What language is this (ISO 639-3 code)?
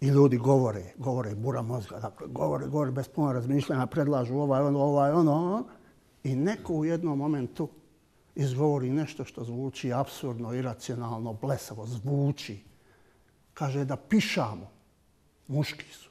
bos